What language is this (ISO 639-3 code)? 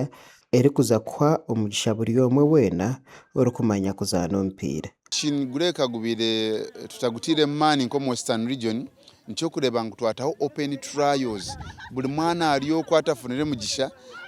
nyn